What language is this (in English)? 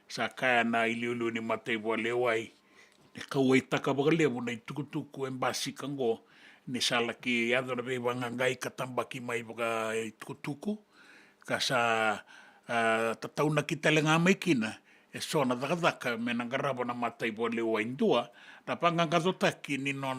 Fijian